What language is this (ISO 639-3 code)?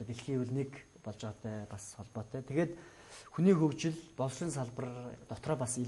mon